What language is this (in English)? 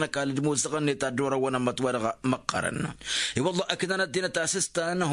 Tamasheq